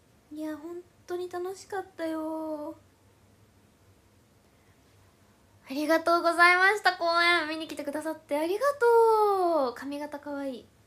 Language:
Japanese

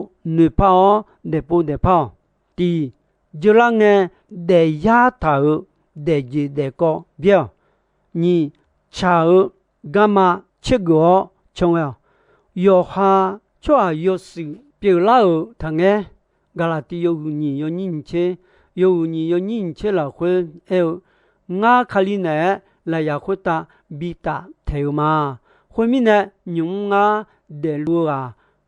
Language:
Akha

